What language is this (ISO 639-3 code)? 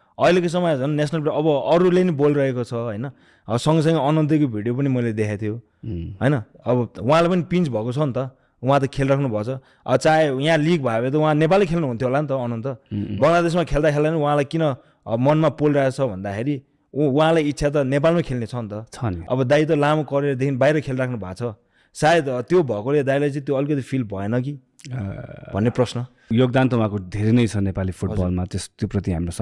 nep